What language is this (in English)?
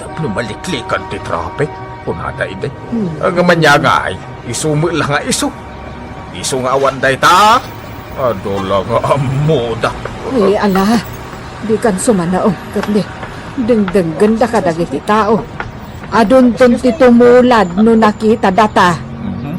Iloko